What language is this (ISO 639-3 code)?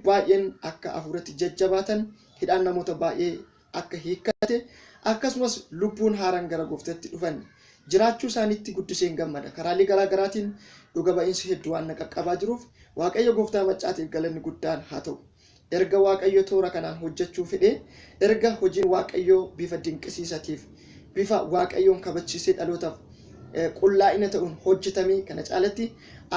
orm